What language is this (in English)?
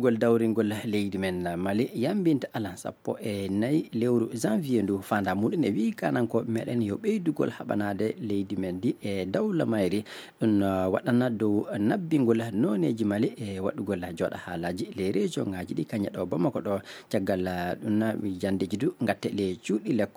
Maasina Fulfulde